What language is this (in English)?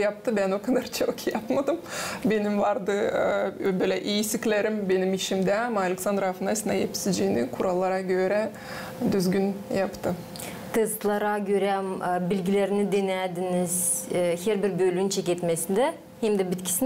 Gagauz